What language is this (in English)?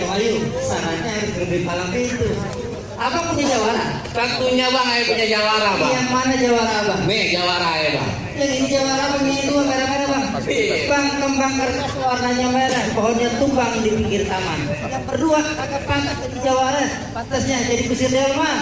Betawi